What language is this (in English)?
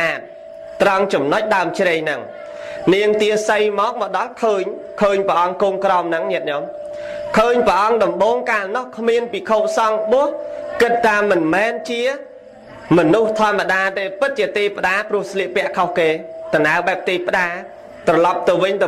Khmer